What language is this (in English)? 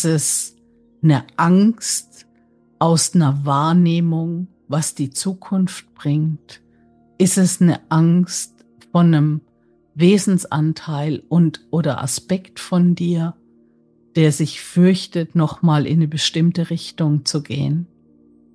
German